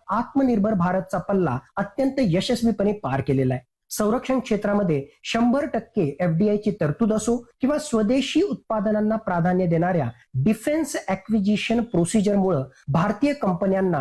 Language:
Marathi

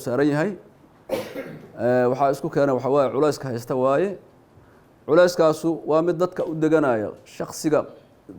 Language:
Somali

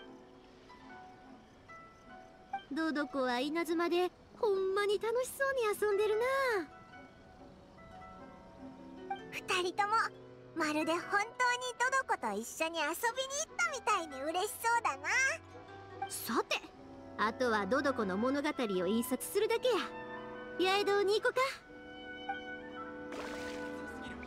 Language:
Japanese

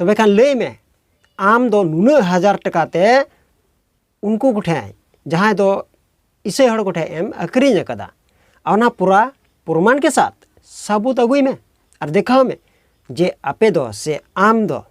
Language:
Santali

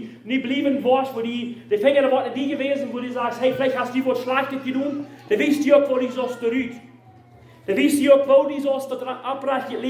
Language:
Plautdietsch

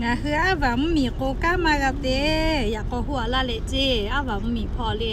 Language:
Lahu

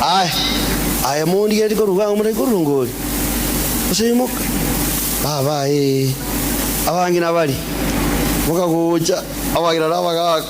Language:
Gusii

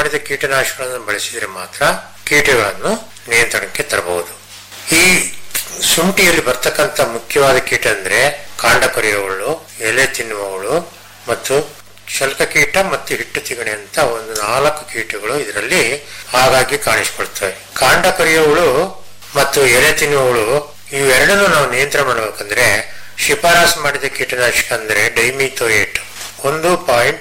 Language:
Kannada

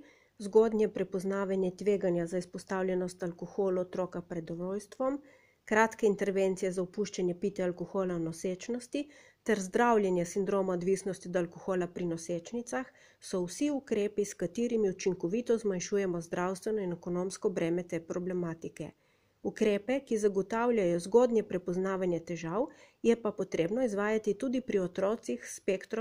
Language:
Slovenian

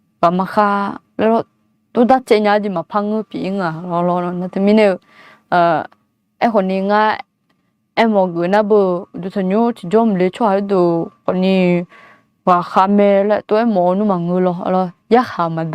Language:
Akha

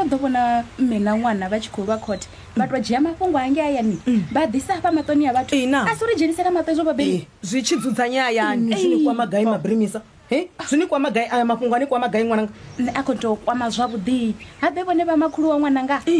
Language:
Venda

